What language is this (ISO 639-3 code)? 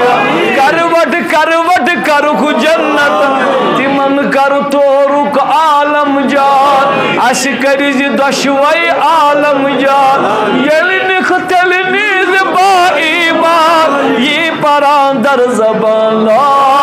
kas